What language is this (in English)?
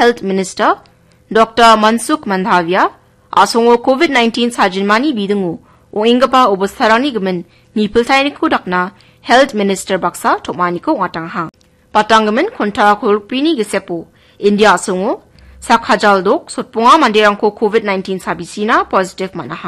Garo